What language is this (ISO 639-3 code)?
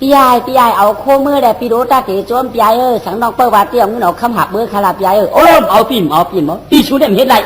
shn